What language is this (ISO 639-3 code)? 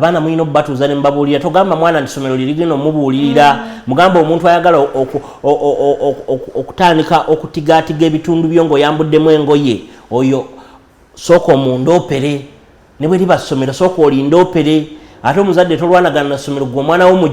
lug